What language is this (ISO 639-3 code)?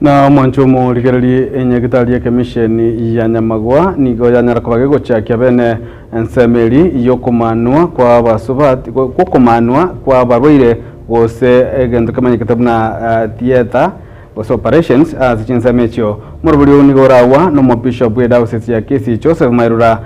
guz